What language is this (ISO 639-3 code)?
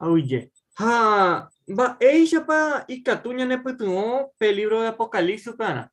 grn